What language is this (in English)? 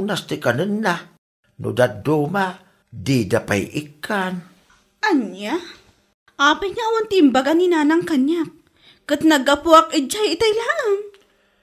Iloko